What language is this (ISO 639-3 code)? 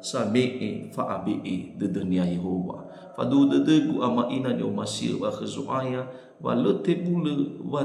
nia